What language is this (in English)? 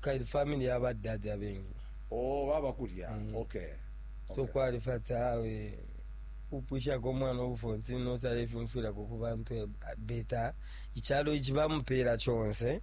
Bemba